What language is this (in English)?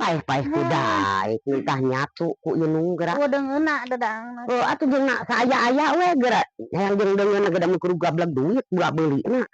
Sundanese